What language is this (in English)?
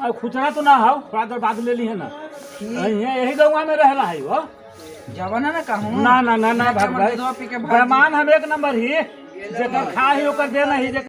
Magahi